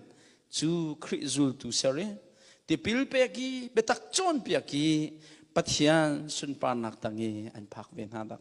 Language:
Hakha Chin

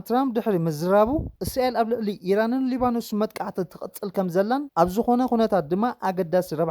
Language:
Tigrinya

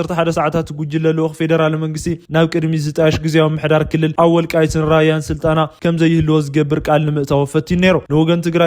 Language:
Tigrinya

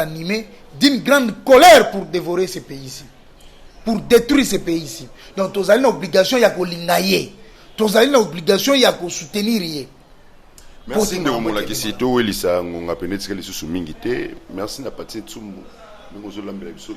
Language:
Lingala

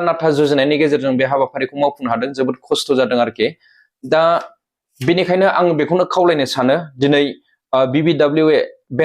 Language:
Bodo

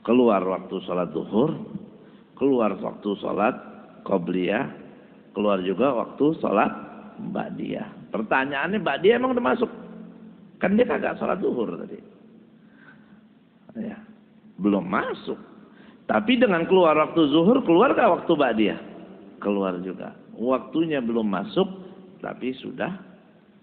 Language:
Indonesian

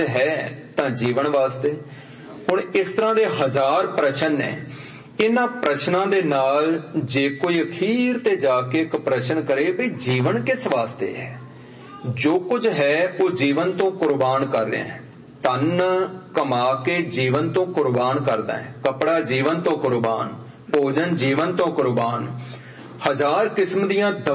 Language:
Punjabi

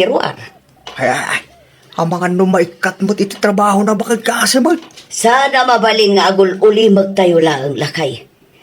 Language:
Iloko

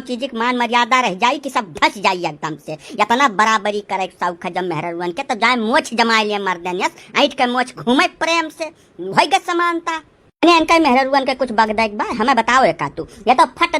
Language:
Awadhi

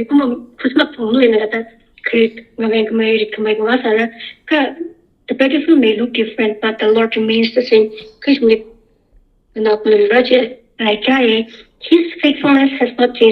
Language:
Tangkhul Naga (India)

